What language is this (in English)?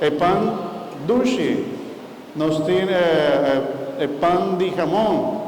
Papiamento